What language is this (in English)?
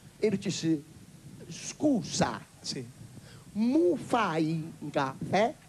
Italian